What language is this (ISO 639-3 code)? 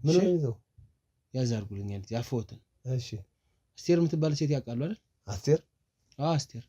amh